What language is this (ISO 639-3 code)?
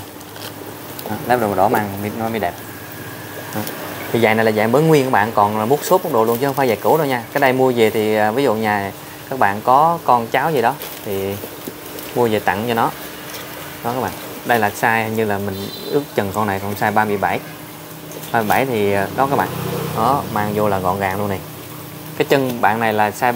vie